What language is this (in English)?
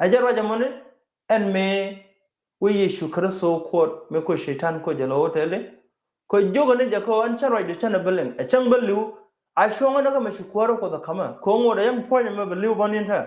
Nuer